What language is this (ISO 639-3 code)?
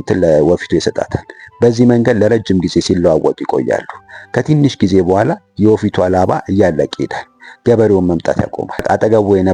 amh